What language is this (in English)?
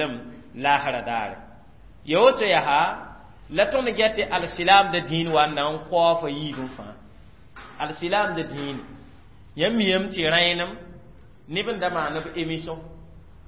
Mossi